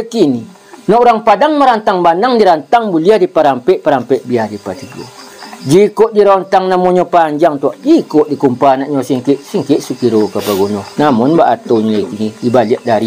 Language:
Minangkabau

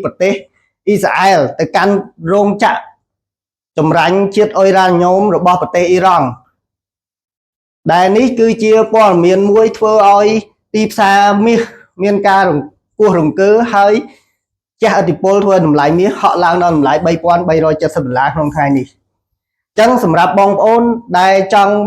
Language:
Khmer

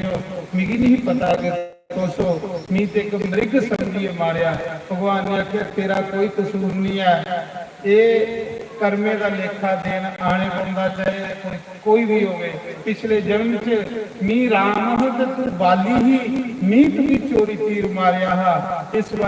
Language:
Dogri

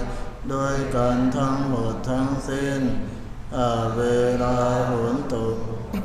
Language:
Pali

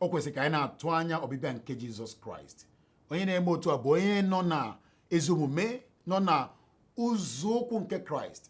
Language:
Igbo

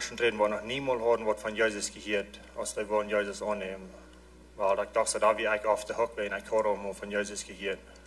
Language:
Plautdietsch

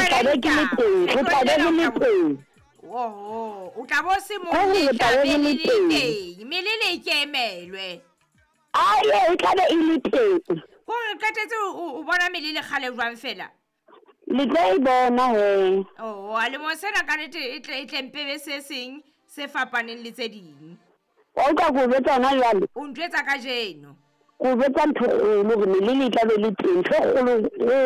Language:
Southern Sotho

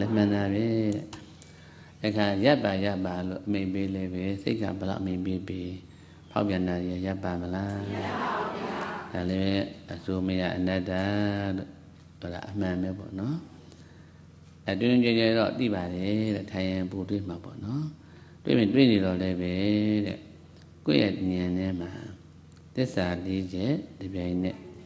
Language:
Burmese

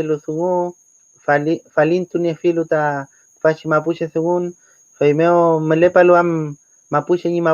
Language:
Mapuche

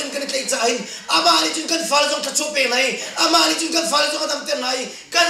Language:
Hakha Chin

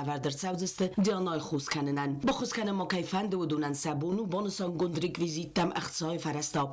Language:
Ossetic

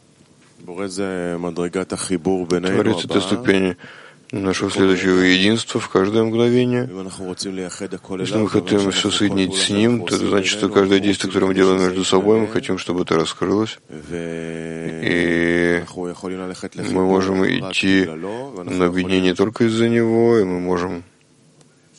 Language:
Russian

